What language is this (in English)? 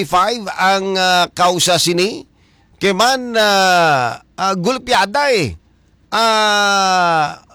Hiligaynon